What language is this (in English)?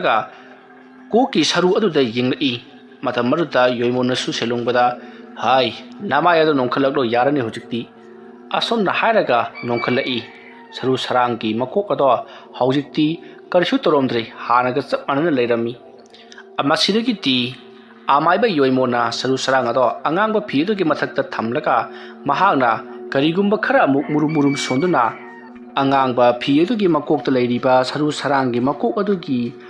Manipuri